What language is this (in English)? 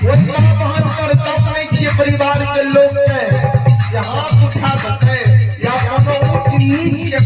Maithili